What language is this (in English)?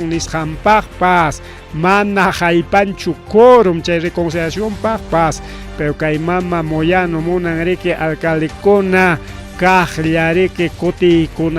Ayacucho Quechua